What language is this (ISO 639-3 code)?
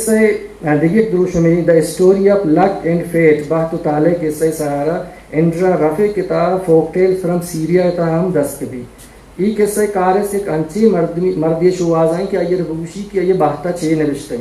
bgp